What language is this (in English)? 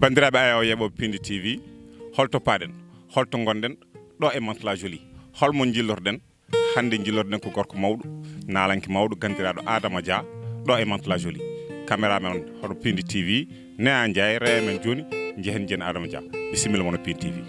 Fula